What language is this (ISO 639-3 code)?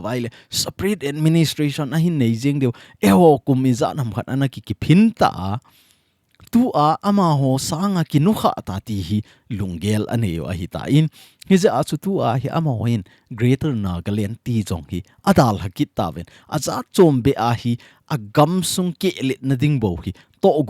tcz